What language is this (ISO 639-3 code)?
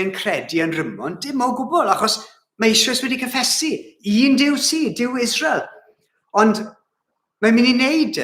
cym